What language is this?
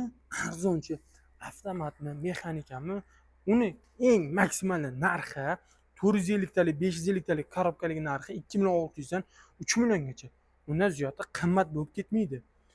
Uzbek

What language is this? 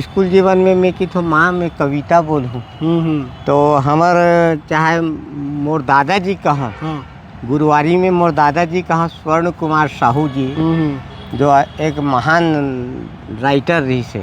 Chhattisgarhi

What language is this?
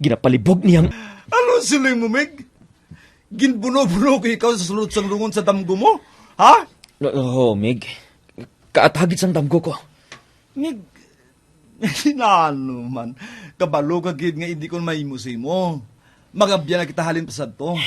Hiligaynon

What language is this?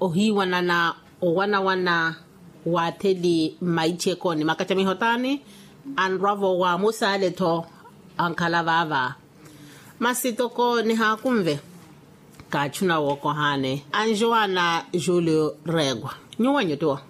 Makhuwa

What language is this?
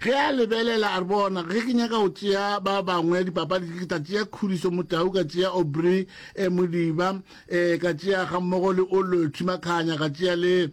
Northern Sotho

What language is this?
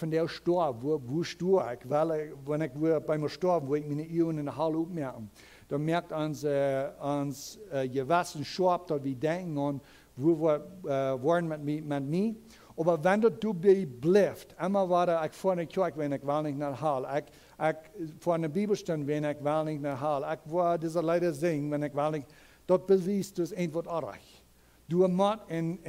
Plautdietsch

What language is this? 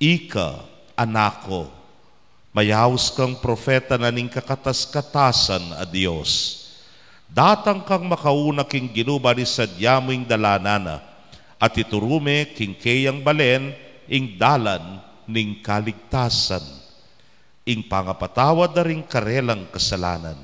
Pampanga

